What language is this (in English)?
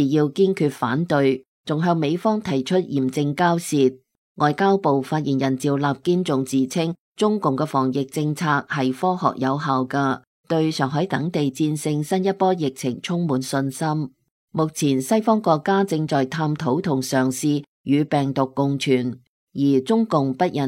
Cantonese